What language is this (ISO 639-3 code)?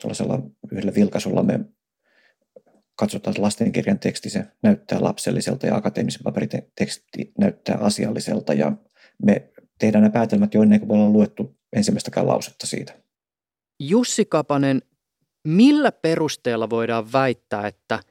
fin